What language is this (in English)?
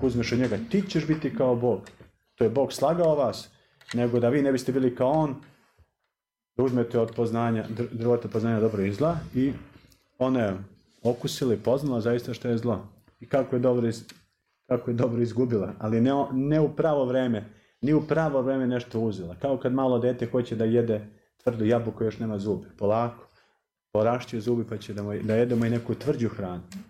Serbian